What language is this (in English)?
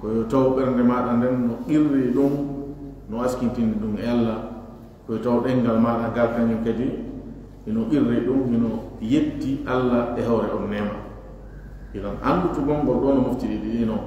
Fula